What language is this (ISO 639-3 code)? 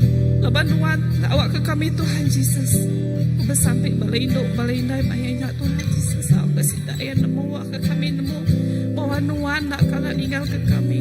iba